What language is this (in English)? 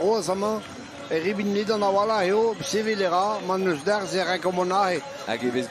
Breton